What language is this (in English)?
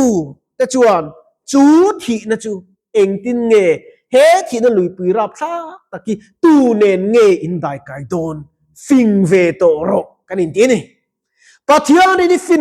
Mizo